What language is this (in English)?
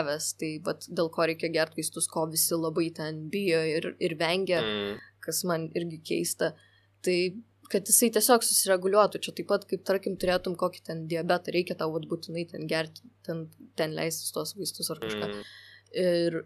Lithuanian